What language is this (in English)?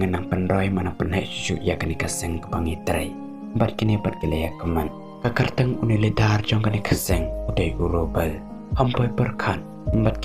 Khasi